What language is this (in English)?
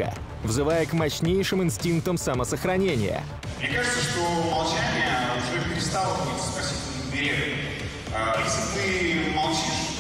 Russian